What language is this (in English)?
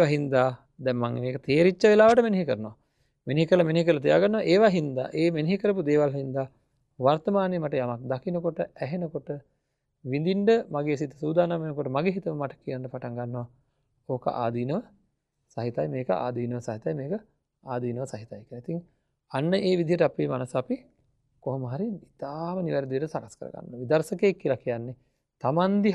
Sinhala